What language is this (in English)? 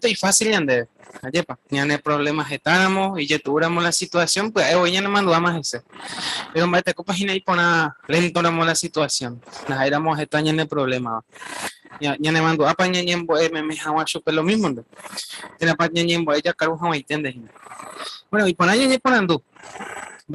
Guarani